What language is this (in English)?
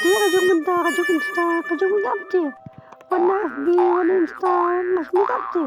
Khasi